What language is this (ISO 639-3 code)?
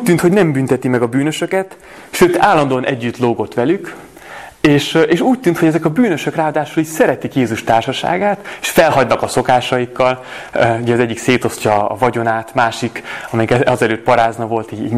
hun